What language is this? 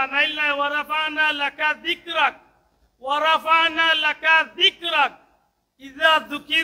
Sylheti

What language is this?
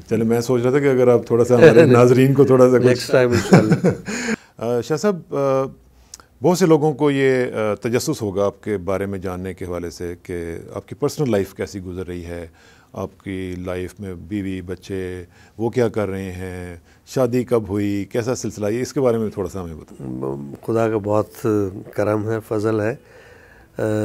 Urdu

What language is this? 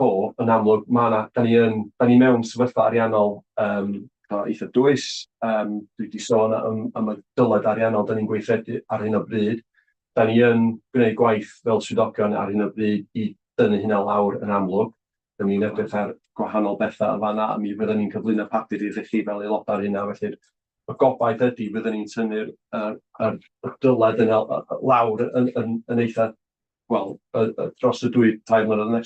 Welsh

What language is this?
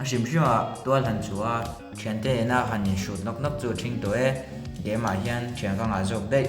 Mizo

